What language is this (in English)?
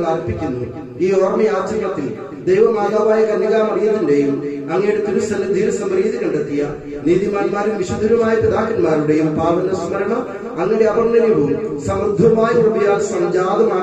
Malayalam